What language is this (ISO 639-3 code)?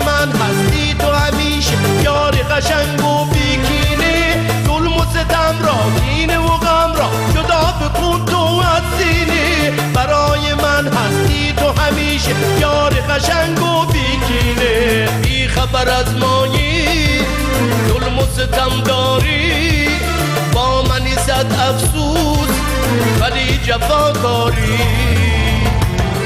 fas